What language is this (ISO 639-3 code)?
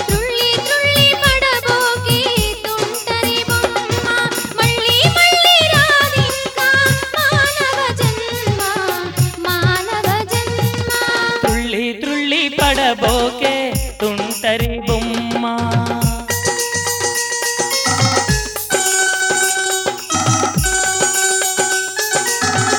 tel